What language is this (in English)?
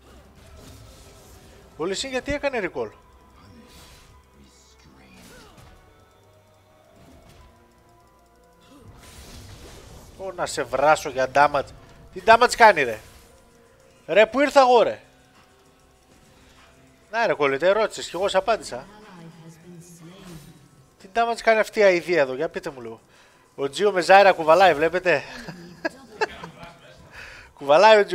Greek